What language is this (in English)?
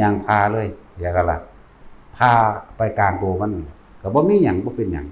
Northeastern Thai